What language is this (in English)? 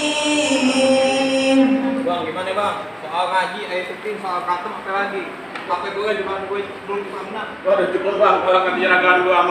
Betawi